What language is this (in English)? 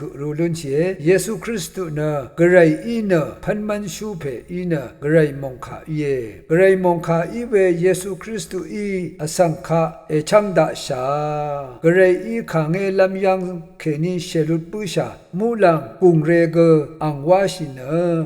Rawang